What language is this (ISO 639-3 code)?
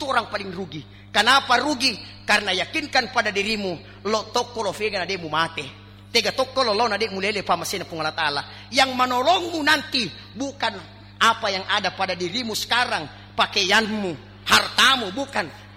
bug